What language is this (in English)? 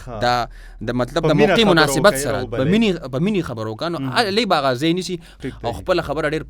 Pashto